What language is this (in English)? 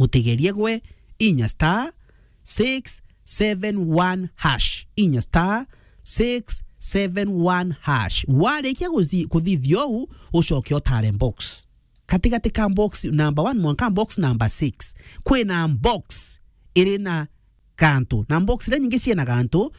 Meru